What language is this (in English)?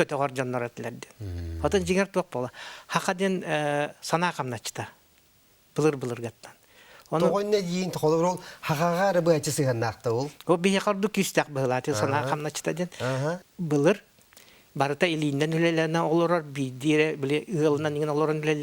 Yakut